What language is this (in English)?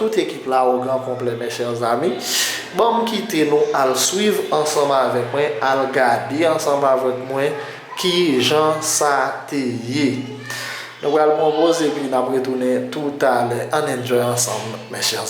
Haitian Creole